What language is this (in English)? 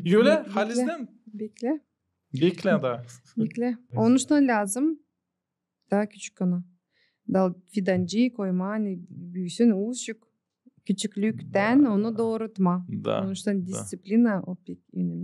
Gagauz